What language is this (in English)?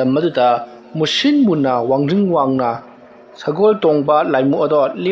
Manipuri